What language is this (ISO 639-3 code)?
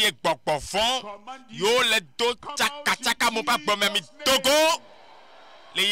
ewe